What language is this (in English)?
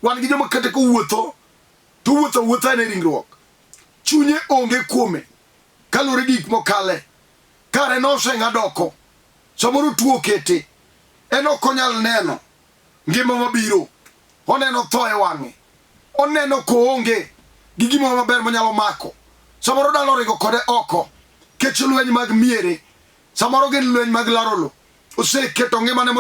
Luo (Kenya and Tanzania)